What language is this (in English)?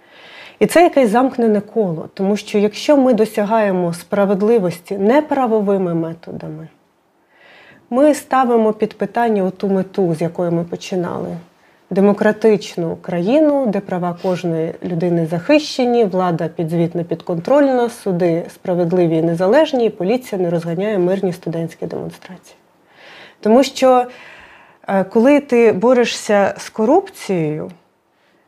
Ukrainian